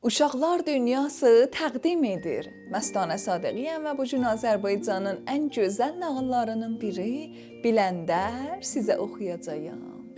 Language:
South Azerbaijani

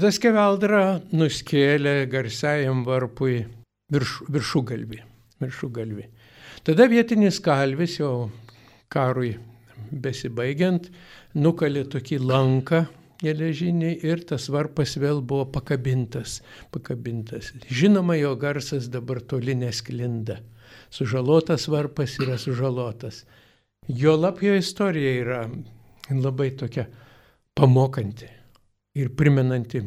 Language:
Lithuanian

